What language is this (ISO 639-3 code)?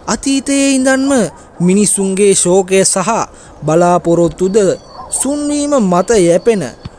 sin